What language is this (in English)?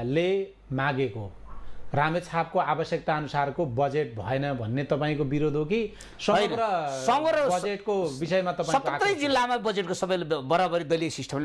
Nepali